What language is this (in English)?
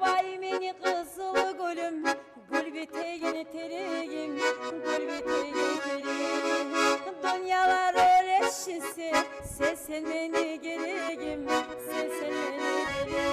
Kumyk